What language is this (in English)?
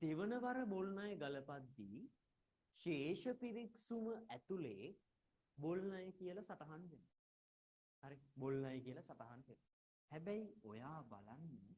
Sinhala